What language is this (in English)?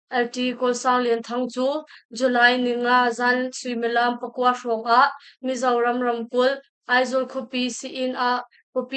Hakha Chin